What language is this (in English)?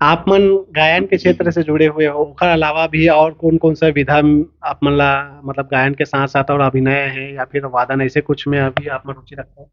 Chhattisgarhi